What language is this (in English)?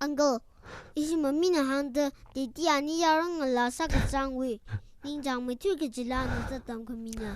Tangkhul Naga (India)